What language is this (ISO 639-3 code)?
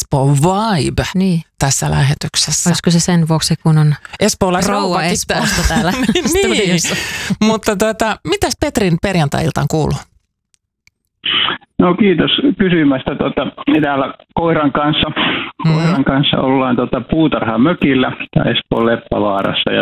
fin